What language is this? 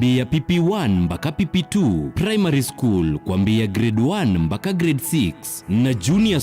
Kamba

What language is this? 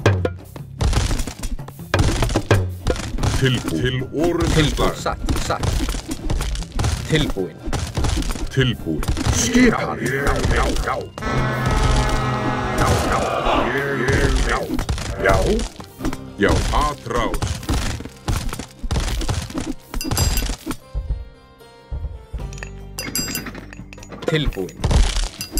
Icelandic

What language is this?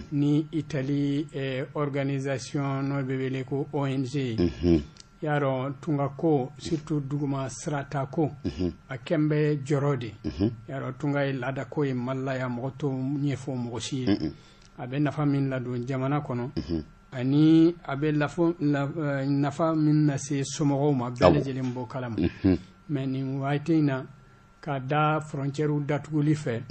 Bambara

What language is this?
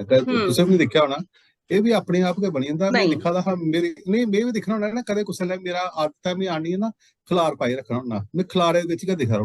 Dogri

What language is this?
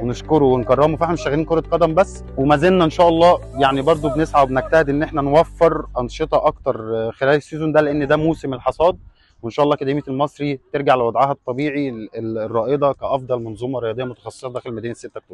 Egyptian Arabic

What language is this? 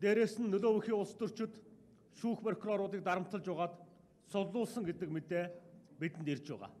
Mongolian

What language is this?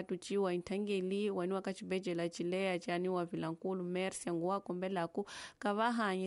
Tsonga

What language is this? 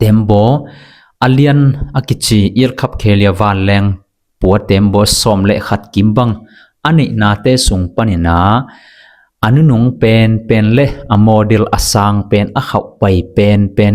Tedim Chin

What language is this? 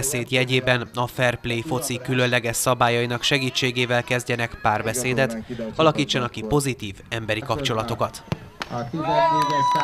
Hungarian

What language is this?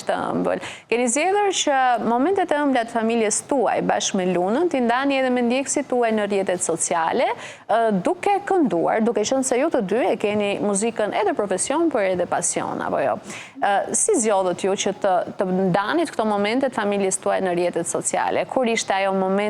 Albanian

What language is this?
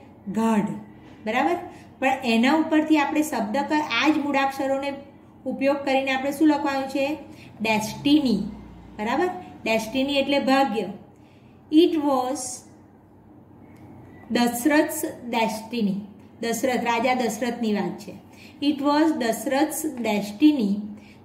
Gujarati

